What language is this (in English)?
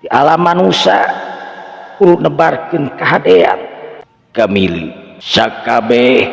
Sundanese